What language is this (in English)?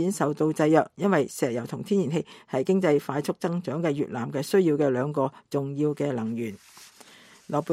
Cantonese